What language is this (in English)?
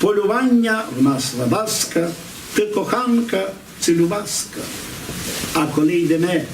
Rusyn